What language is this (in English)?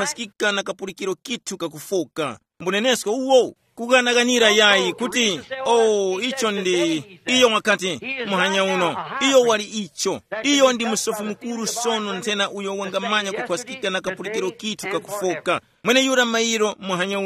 Tumbuka